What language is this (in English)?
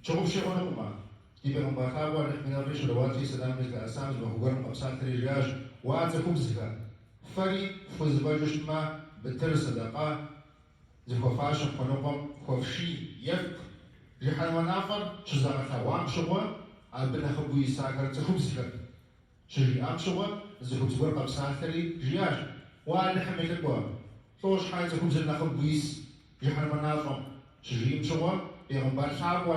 Kabardian